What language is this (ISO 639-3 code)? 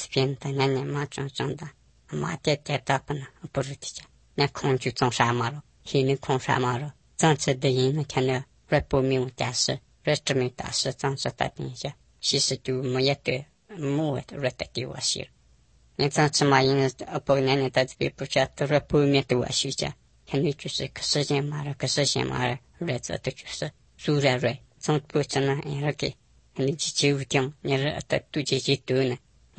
lav